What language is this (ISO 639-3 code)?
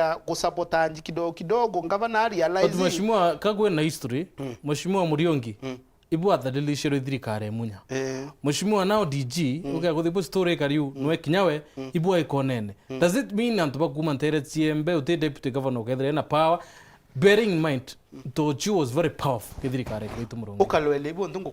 mer